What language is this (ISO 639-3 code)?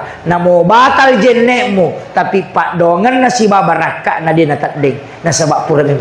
bug